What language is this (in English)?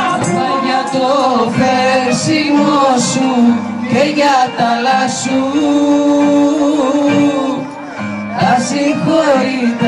Greek